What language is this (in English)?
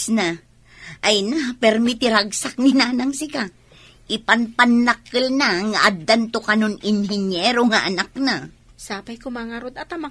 Iloko